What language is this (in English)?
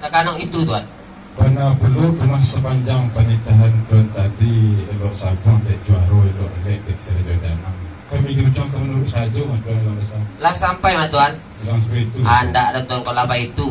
Minangkabau